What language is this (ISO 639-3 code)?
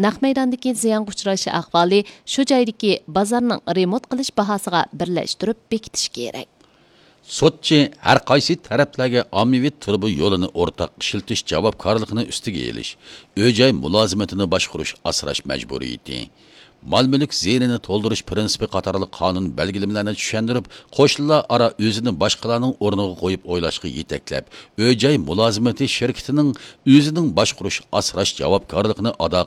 uig